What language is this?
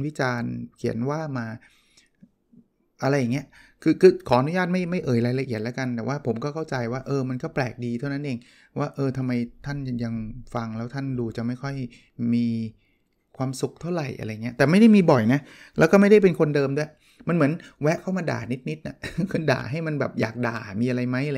Thai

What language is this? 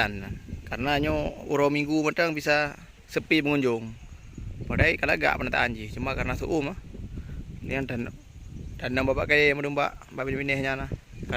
Achinese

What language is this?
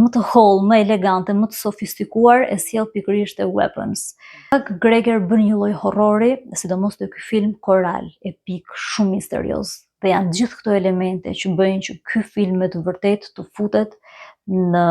Albanian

